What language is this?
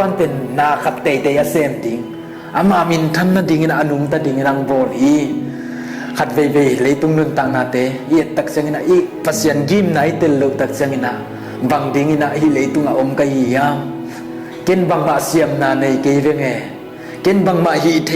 Tedim Chin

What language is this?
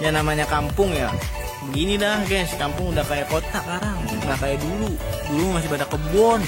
Betawi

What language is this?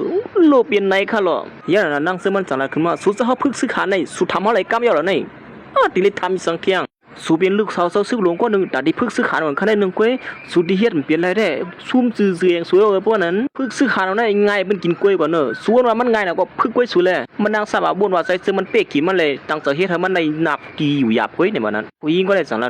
Shan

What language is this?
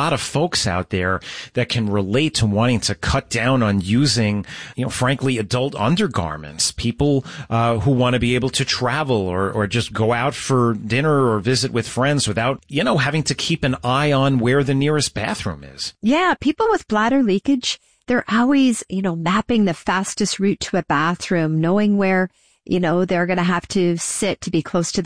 English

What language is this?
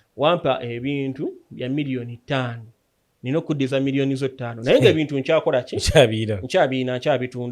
Ganda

